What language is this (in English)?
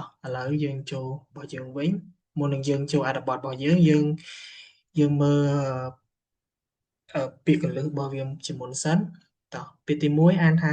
Khmer